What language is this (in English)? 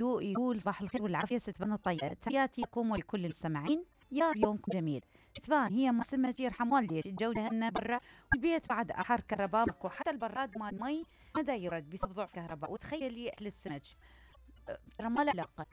Mesopotamian Arabic